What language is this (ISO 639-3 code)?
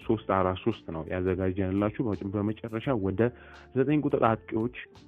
amh